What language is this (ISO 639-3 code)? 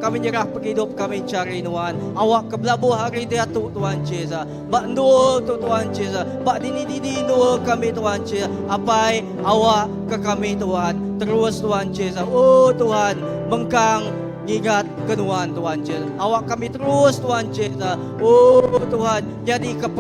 iba